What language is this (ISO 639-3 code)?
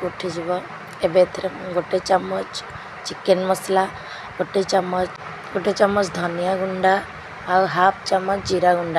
ori